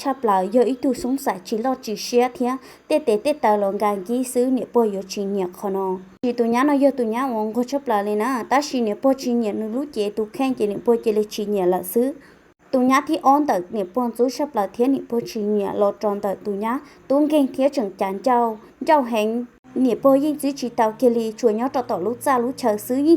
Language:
Hmong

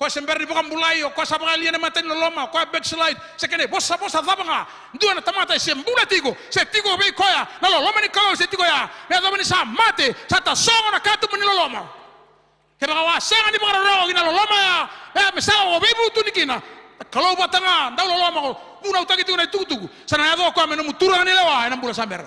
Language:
Fijian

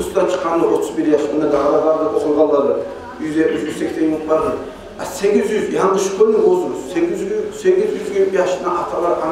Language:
Kumyk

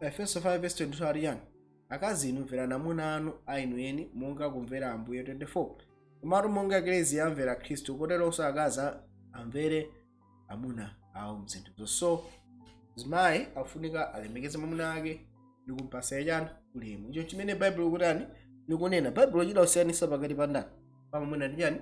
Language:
Nyanja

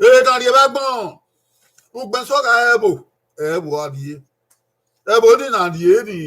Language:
Bini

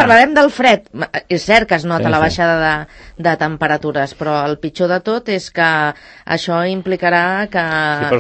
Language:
Catalan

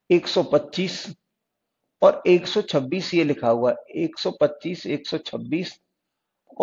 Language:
Hindi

